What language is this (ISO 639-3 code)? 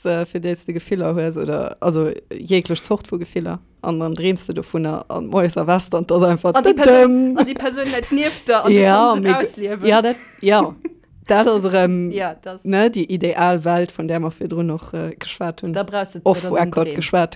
ltz